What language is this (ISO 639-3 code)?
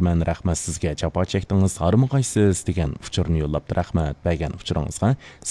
uig